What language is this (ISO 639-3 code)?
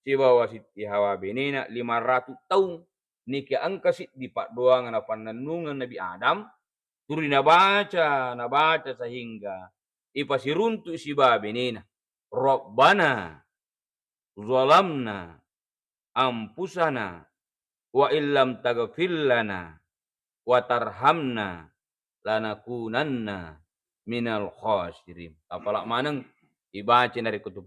bug